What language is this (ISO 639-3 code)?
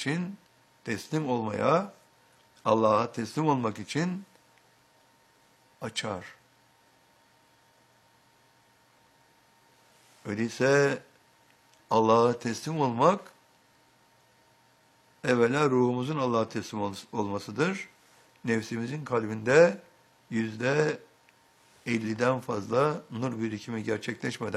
tur